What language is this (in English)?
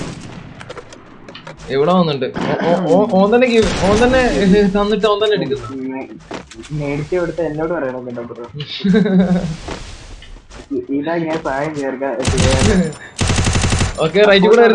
Malayalam